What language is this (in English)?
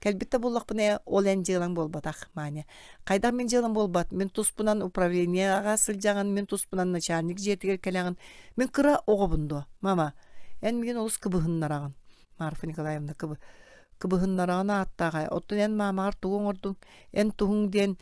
Yakut